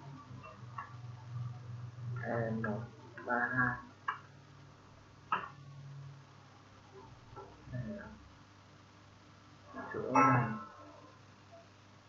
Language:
Vietnamese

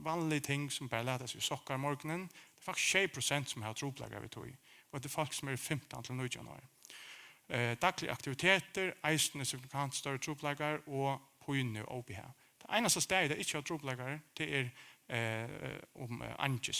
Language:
Faroese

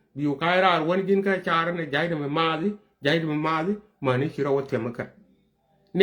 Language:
Nuer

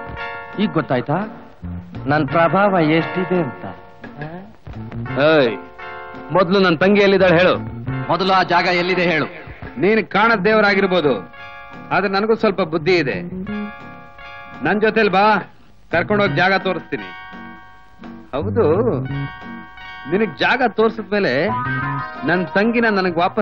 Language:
Kannada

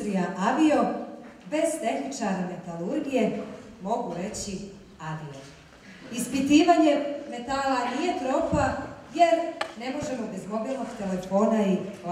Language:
Croatian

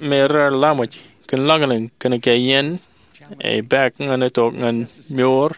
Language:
Marshallese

